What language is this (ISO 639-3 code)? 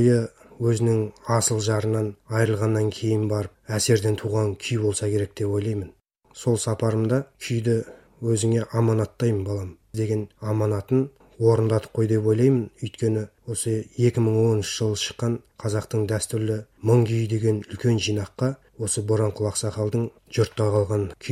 kaz